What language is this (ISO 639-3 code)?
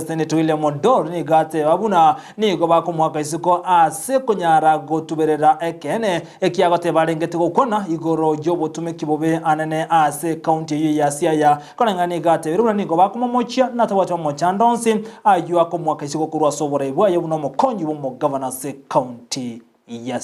guz